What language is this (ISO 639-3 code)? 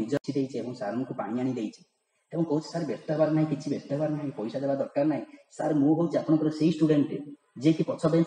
ori